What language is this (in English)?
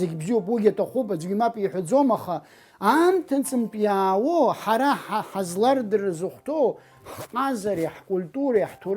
Abkhazian